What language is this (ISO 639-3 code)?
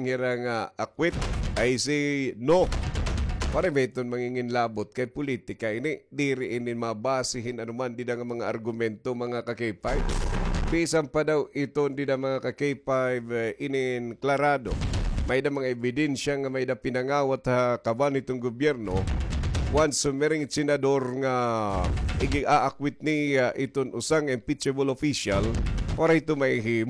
war